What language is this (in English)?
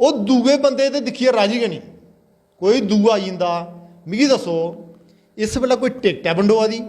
Dogri